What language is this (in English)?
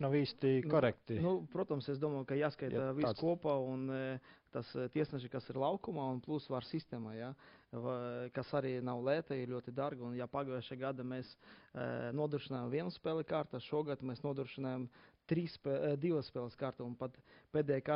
Latvian